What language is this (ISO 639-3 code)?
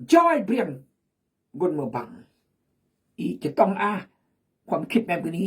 kjg